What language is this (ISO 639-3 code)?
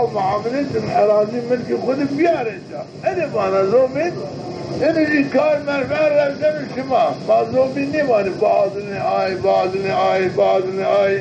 zza